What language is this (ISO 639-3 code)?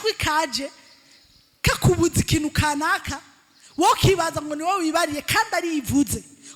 run